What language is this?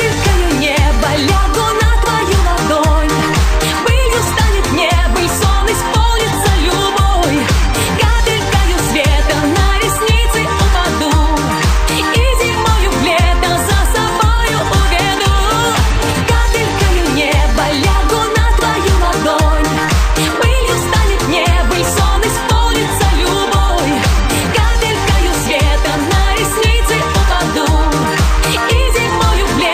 Udmurt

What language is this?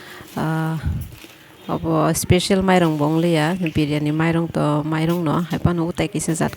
Kok Borok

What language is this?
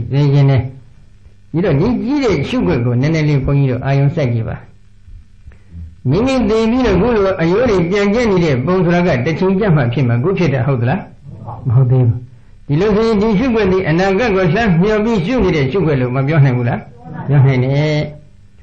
Burmese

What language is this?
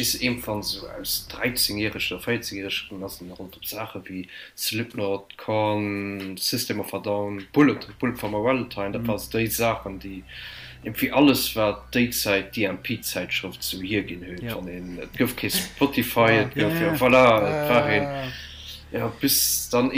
Luxembourgish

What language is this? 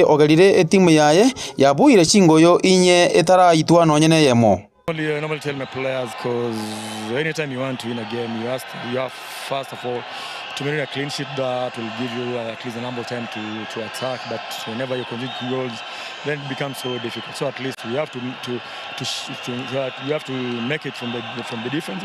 Gusii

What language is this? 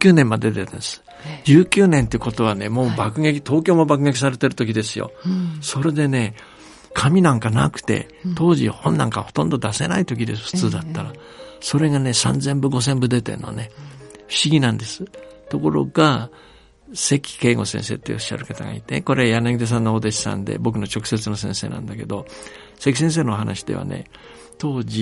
Japanese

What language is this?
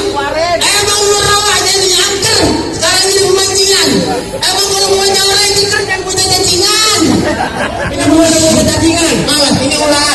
Betawi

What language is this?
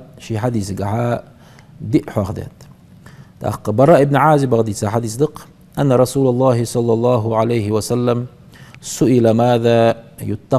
Ingush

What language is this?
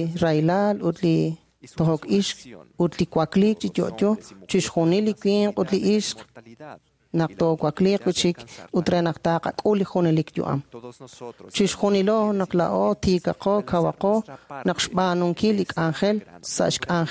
Kekchí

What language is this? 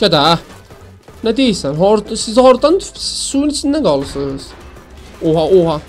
South Azerbaijani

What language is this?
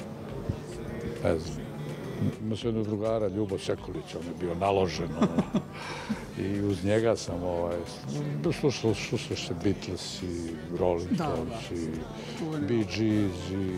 Serbian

